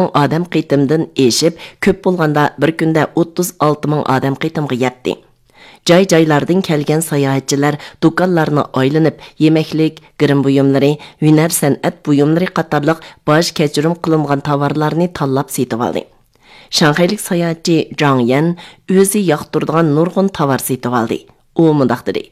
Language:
Uyghur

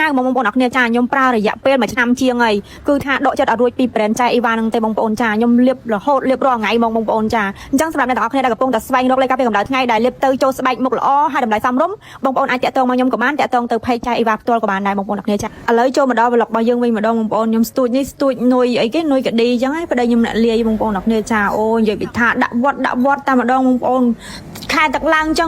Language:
Khmer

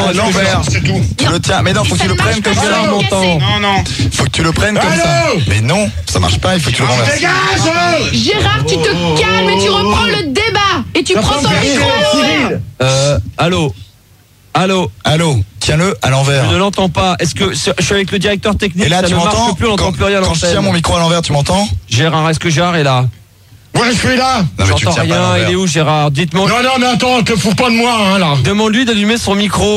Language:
French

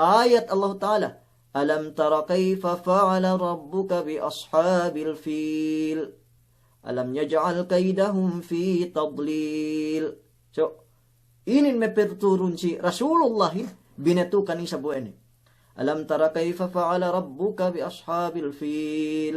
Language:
Yakan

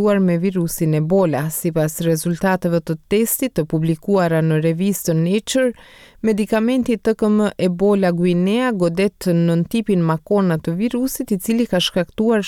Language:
Albanian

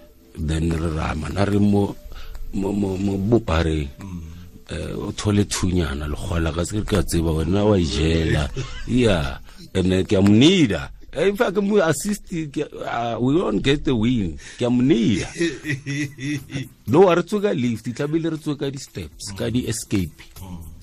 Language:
Tswana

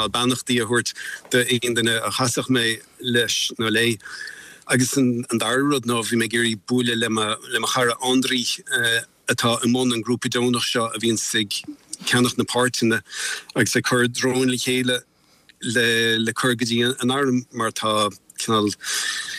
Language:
Irish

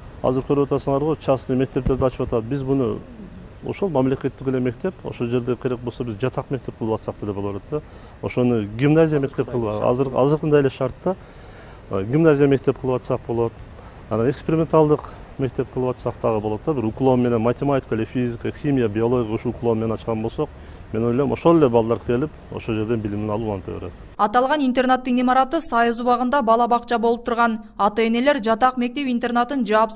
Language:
Kyrgyz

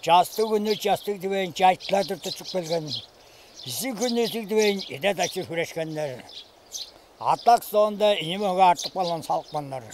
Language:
Tuvinian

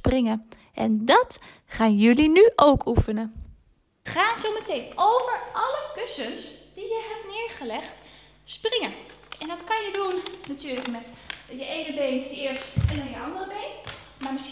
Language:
Dutch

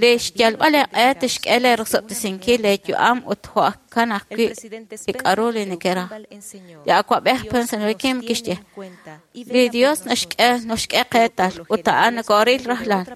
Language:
Kekchí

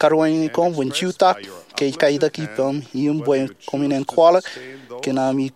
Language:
Marshallese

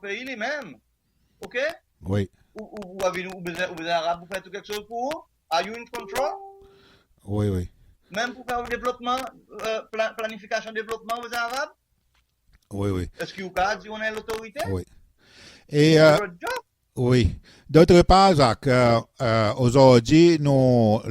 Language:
Seselwa Creole French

